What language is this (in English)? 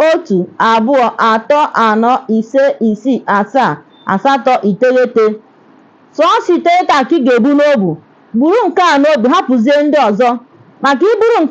Igbo